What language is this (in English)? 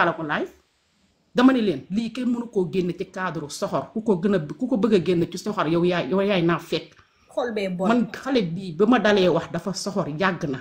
Wolof